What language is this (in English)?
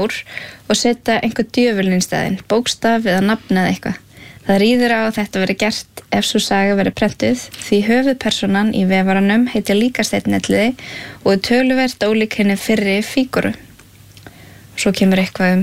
Icelandic